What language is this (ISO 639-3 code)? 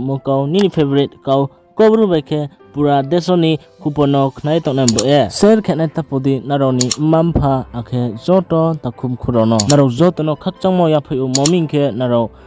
ria